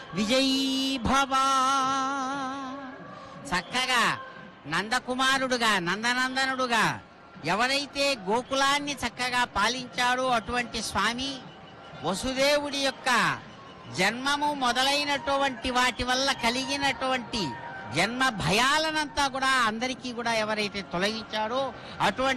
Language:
Telugu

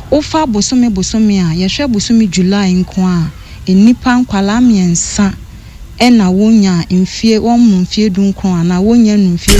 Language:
Akan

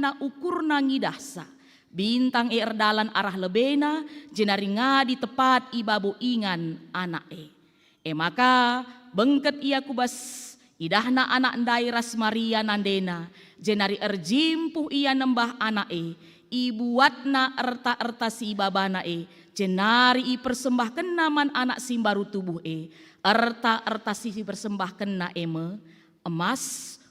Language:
Batak Karo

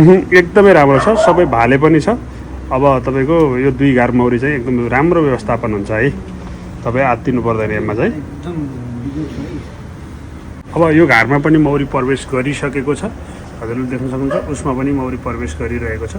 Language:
Nepali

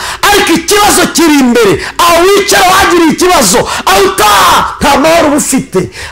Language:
Kinyarwanda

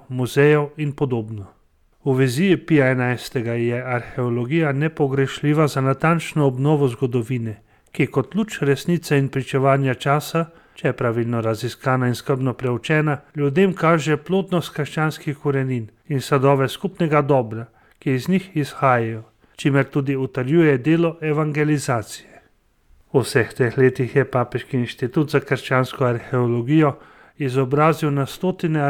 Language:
Slovenian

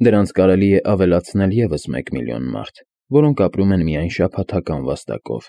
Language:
Armenian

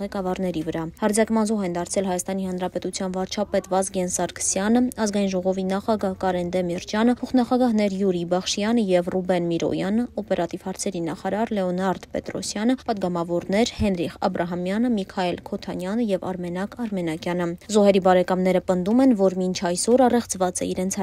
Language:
Armenian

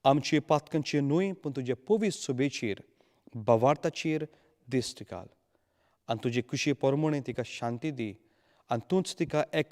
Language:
Konkani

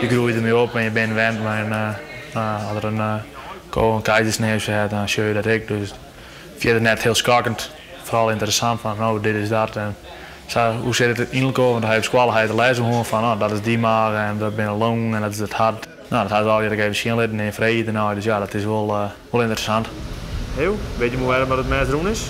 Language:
Western Frisian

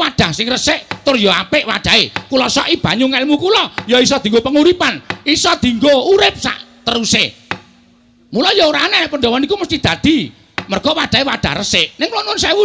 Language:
Javanese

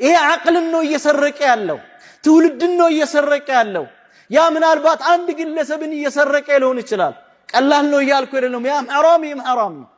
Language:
Amharic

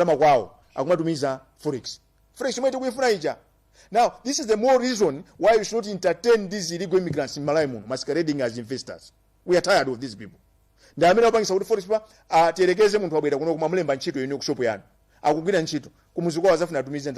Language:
Nyanja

